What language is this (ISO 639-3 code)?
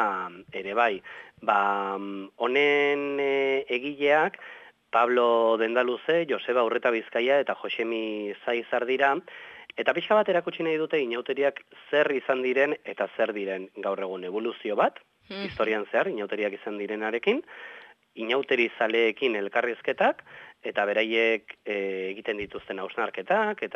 eus